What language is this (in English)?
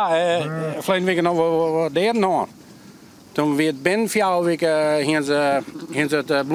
Western Frisian